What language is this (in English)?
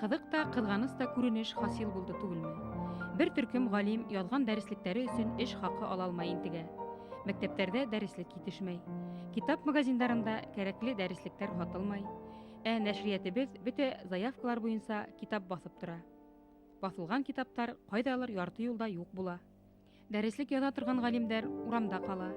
Bashkir